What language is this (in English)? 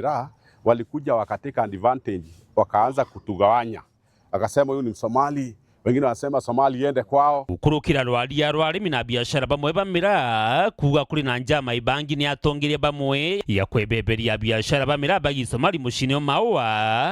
Meru